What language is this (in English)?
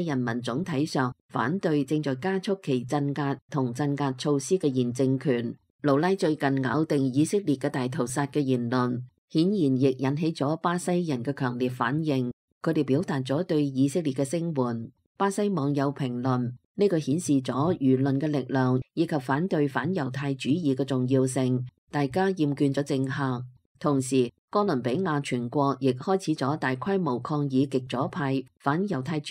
Cantonese